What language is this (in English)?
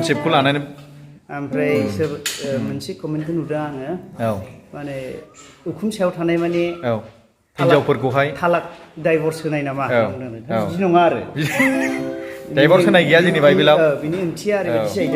Bodo